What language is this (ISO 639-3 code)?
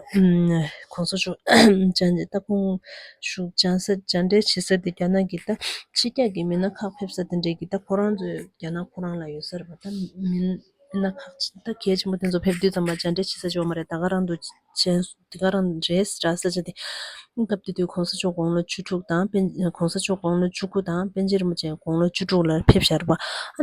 bod